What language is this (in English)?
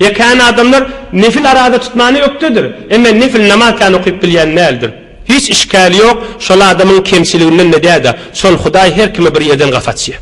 Turkmen